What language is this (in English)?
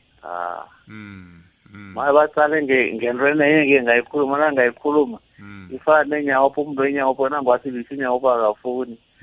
South Ndebele